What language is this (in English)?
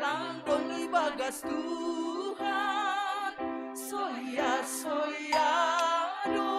Batak Simalungun